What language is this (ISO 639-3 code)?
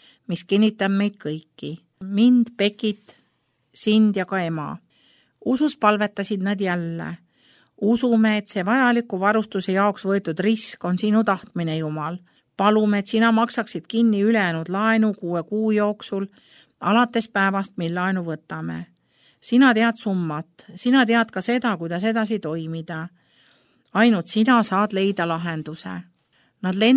est